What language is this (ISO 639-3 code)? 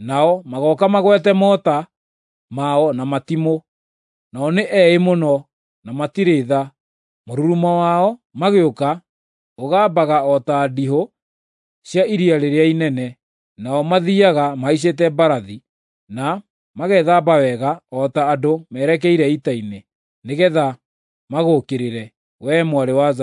kik